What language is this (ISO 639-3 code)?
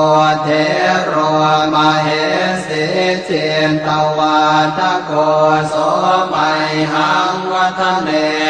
pli